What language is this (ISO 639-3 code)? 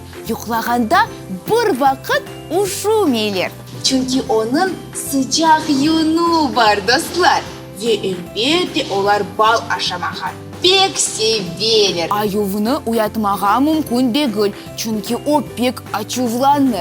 crh